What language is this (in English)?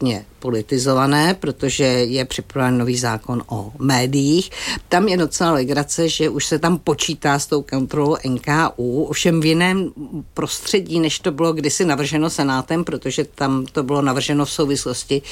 Czech